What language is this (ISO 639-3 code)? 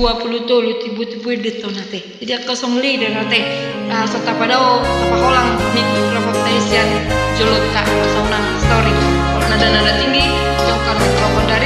bbc